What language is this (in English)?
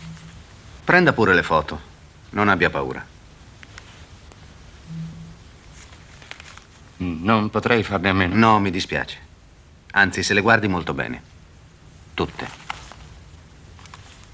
Italian